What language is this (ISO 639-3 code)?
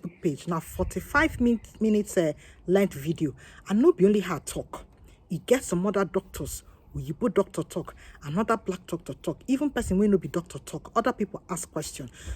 pcm